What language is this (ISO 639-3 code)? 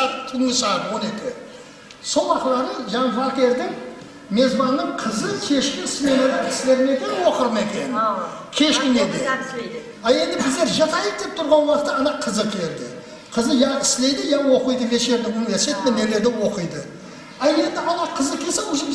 kaa